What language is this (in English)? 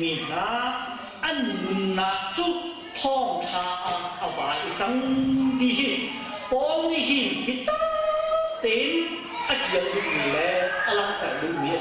Hakha Chin